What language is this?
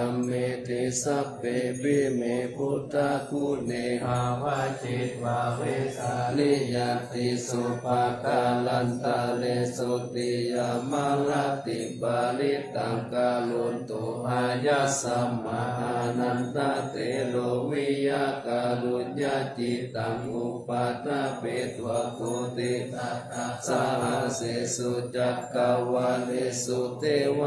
Pali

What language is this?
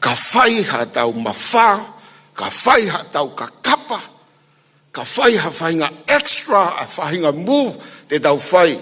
Tongan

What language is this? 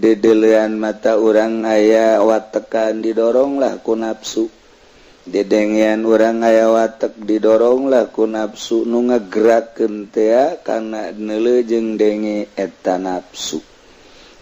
Sundanese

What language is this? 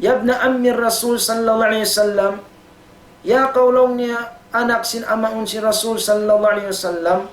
Tausug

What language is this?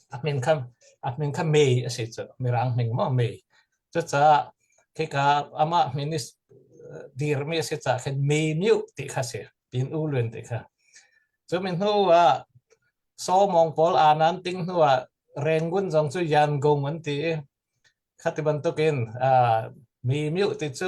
Hakha Chin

